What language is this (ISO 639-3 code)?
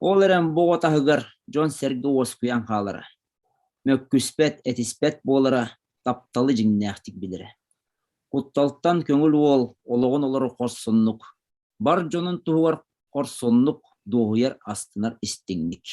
sah